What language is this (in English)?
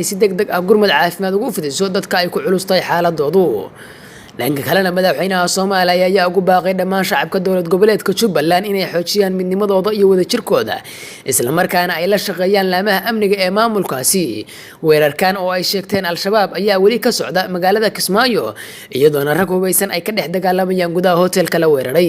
Somali